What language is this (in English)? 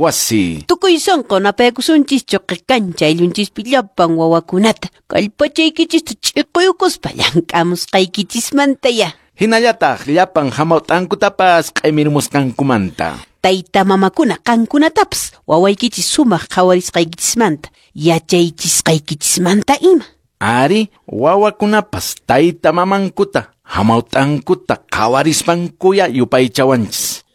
Quechua